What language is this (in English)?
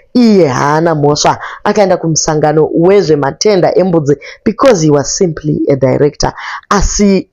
Shona